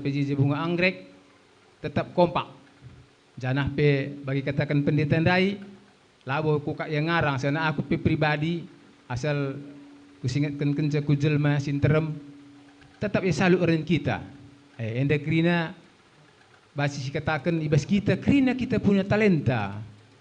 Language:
Batak Karo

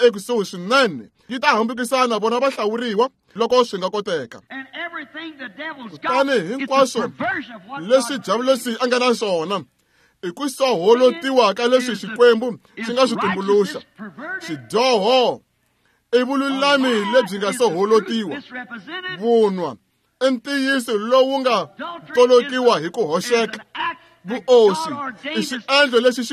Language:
Tsonga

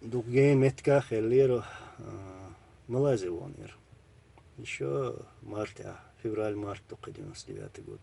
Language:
Chechen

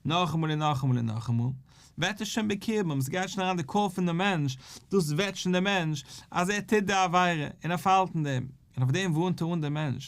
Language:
Yiddish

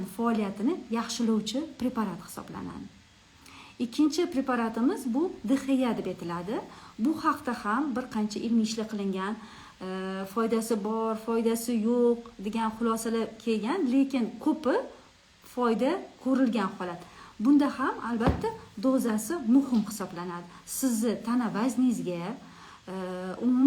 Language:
Uzbek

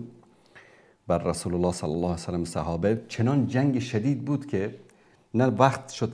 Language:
Persian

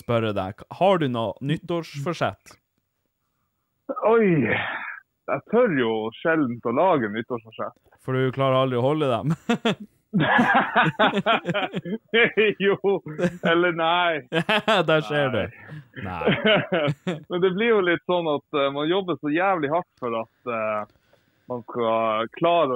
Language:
Norwegian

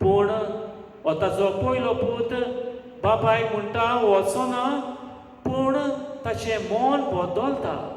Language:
Konkani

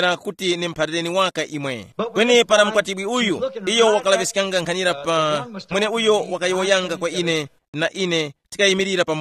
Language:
Tumbuka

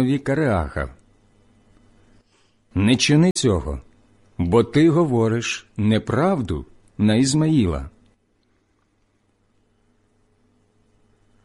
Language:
Ukrainian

